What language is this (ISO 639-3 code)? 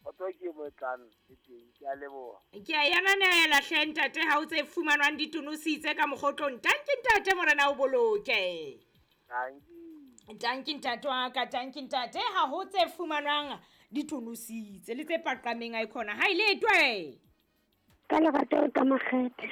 sot